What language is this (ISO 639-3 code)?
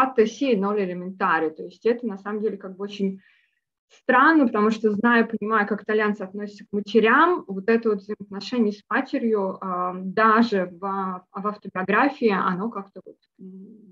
rus